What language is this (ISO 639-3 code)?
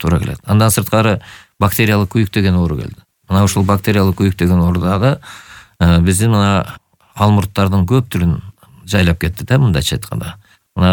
kir